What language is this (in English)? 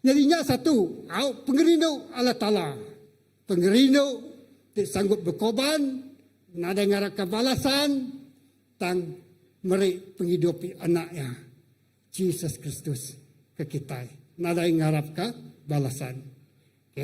Iban